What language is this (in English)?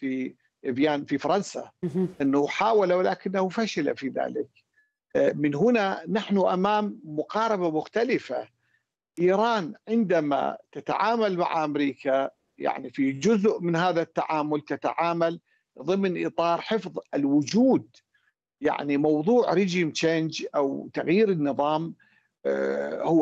Arabic